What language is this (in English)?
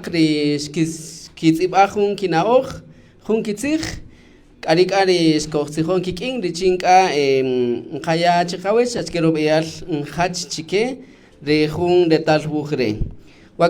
Kaqchikel